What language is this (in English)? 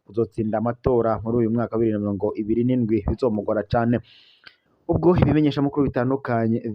Rundi